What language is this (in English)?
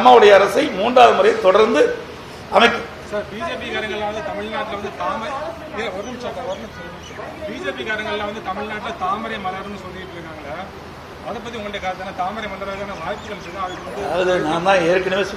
Tamil